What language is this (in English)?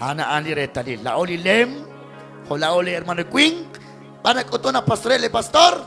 Kekchí